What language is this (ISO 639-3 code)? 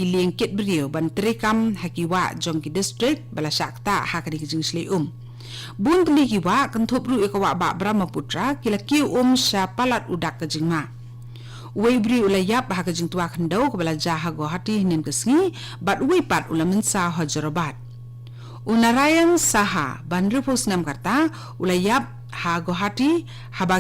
kha